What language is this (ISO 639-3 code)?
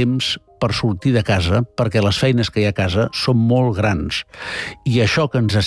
cat